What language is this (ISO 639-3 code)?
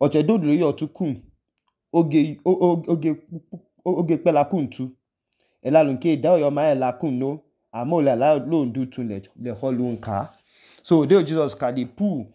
idu